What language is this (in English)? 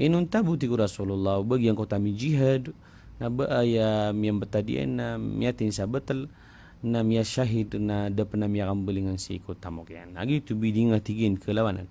Maranao